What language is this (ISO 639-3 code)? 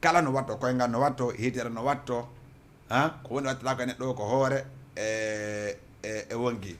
ful